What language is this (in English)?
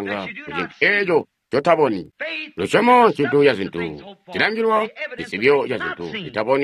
Tonga (Zambia)